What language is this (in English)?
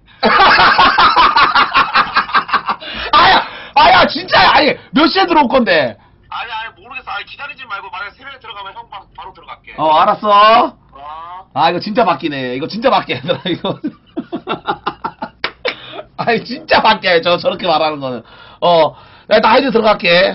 Korean